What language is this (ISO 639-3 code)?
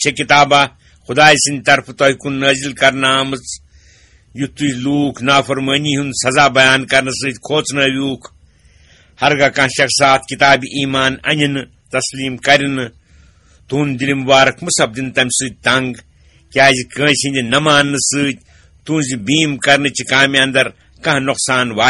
kas